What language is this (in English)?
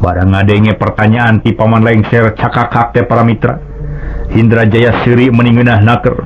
Sundanese